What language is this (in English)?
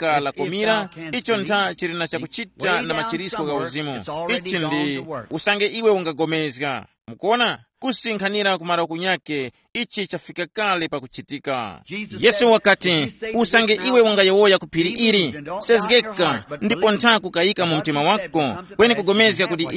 Tumbuka